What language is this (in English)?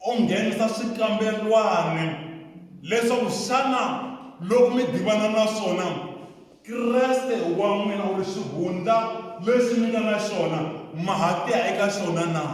Tsonga